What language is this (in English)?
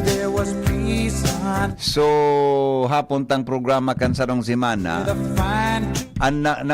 Bikol